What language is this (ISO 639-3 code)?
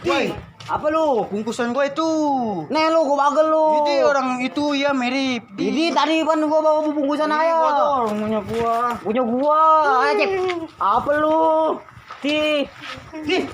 bew